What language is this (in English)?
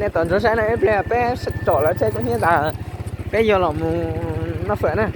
Hmong